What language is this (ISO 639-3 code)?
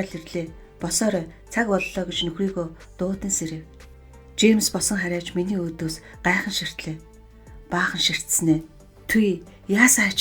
mon